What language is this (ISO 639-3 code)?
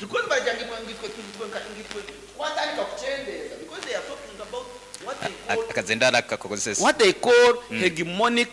nyn